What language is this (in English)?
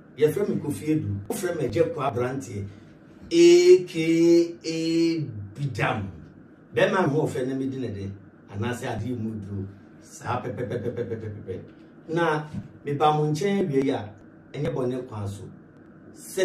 Akan